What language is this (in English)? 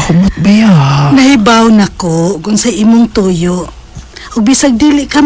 Cebuano